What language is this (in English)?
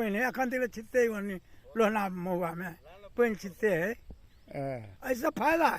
Maithili